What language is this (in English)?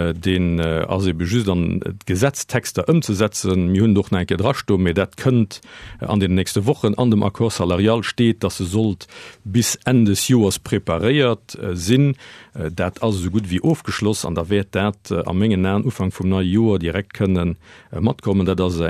Luxembourgish